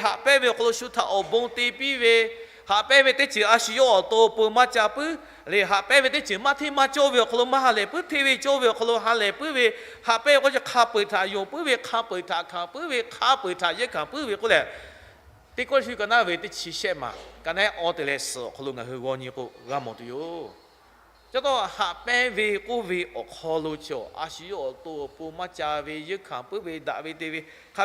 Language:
Lahu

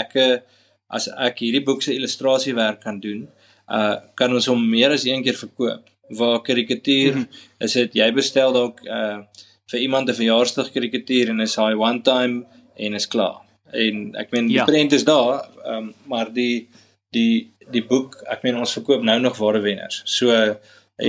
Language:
Afrikaans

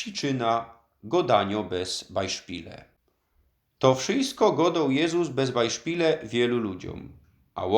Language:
Silesian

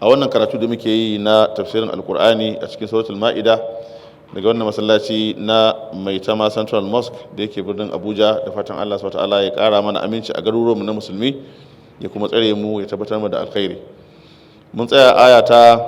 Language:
Hausa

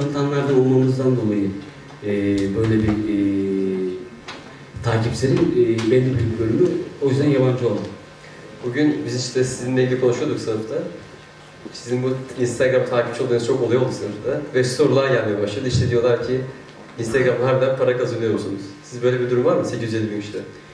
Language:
Turkish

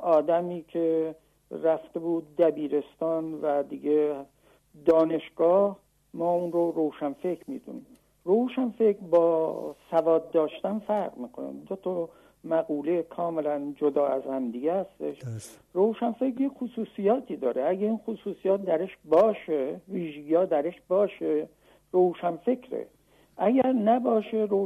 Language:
Persian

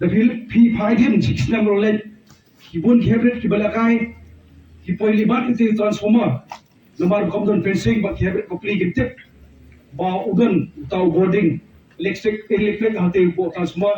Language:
Khasi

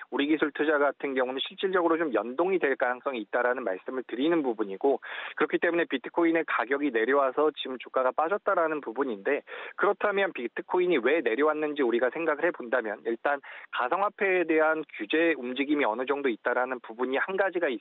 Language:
Korean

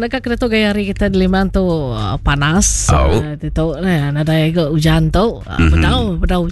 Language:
Iban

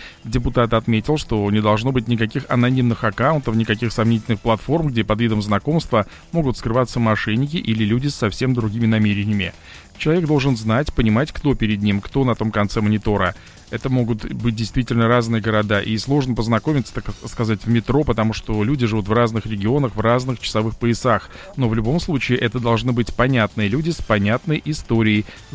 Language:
Russian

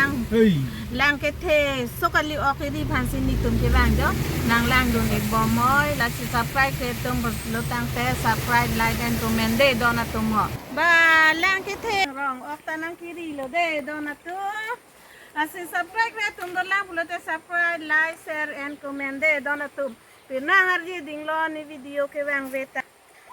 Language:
Karbi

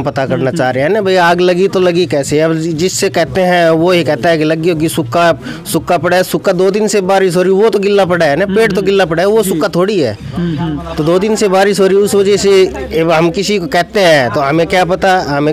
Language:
Hindi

